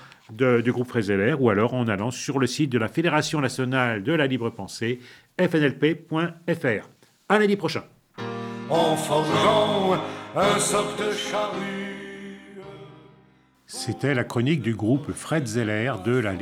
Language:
French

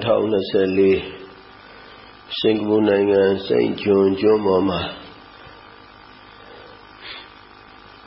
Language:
Burmese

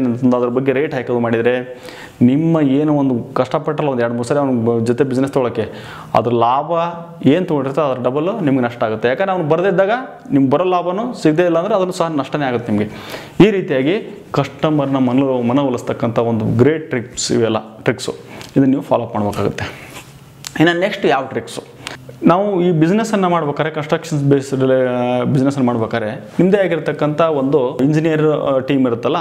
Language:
Kannada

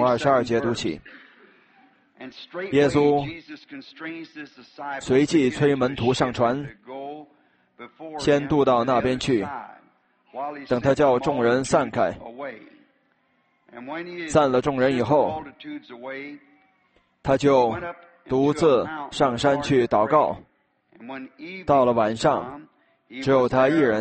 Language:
Chinese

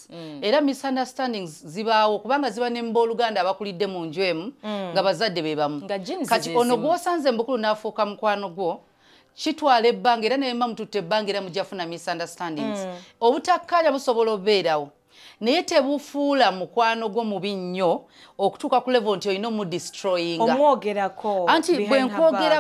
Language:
Ganda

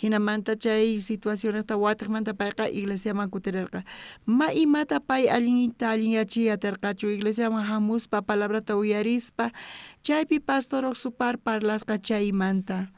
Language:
South Bolivian Quechua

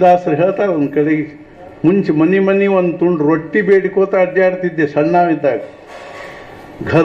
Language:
Kannada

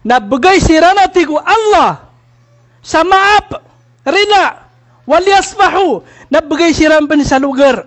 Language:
Maranao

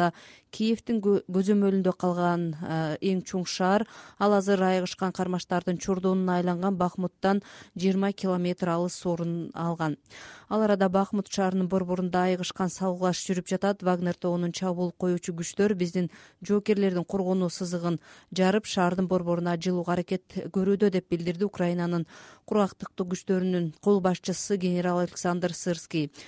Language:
Kyrgyz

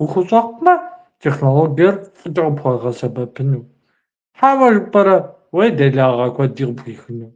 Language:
Kabardian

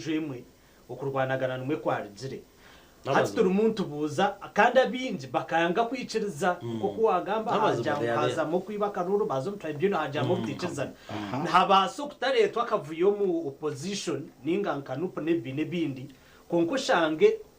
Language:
Nyankole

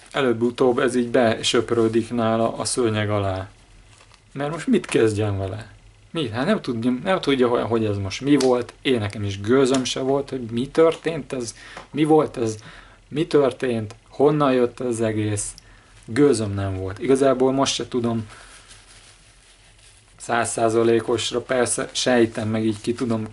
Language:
Hungarian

